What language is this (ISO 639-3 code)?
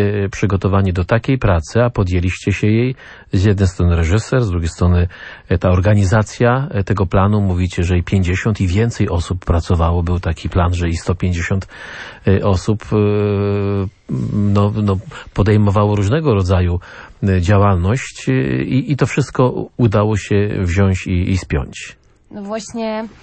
pol